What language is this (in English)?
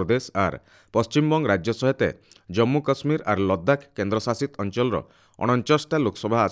Odia